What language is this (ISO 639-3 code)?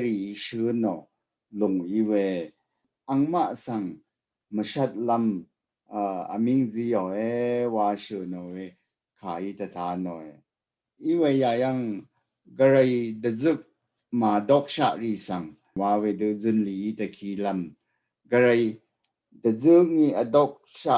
raw